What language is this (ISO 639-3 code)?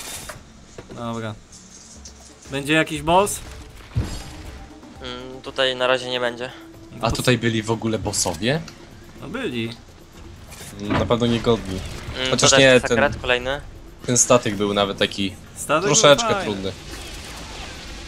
pol